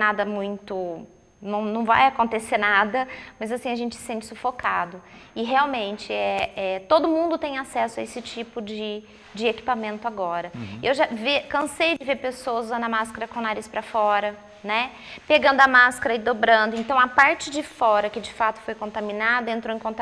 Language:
Portuguese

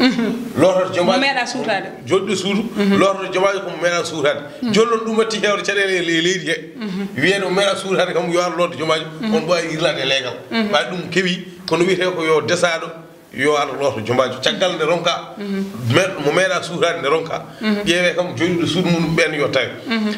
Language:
Fula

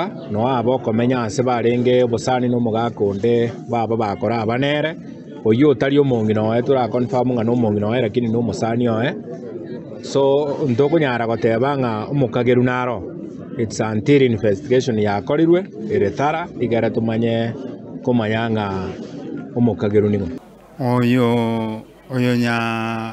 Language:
Gusii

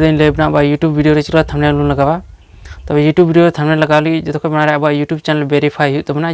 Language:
Santali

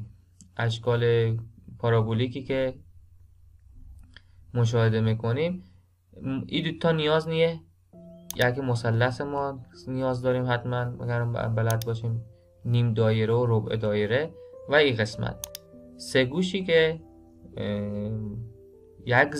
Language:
Persian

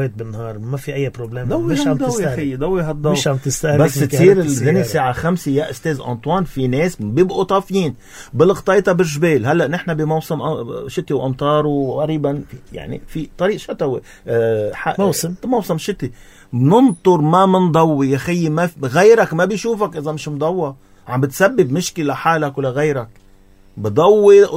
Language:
North Levantine Arabic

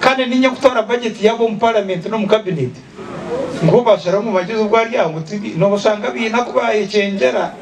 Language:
Nyankole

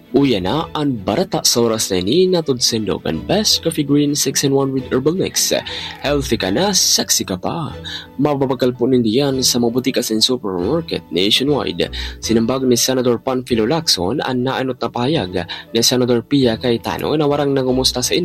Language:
Bikol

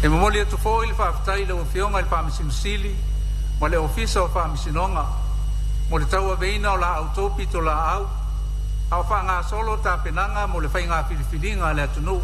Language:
Samoan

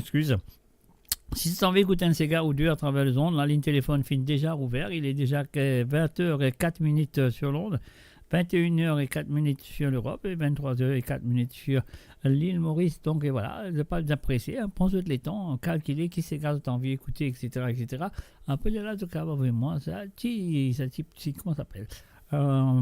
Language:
Morisyen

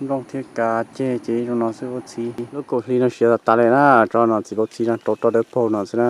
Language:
Hmong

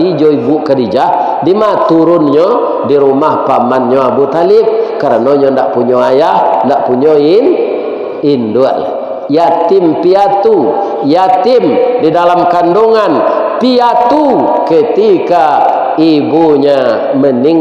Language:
Minangkabau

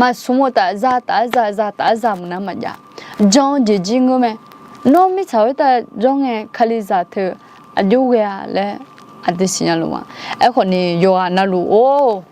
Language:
Akha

